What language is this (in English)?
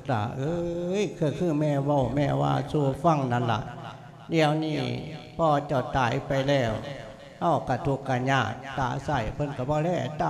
Lao